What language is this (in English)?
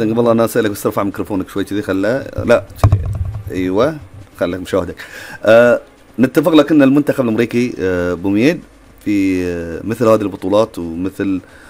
Gulf Arabic